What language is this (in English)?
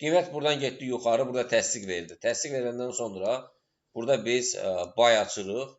Azerbaijani